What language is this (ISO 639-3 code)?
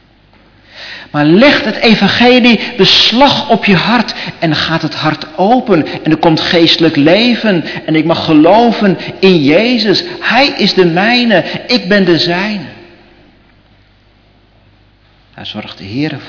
nld